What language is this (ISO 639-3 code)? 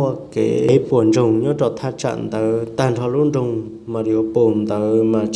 hmn